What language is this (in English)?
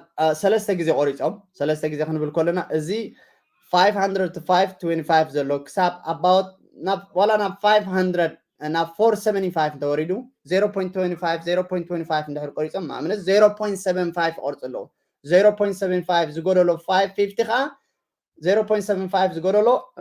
Tigrinya